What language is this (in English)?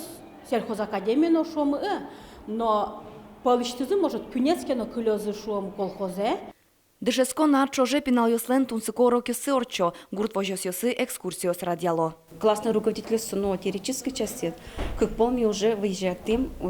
Udmurt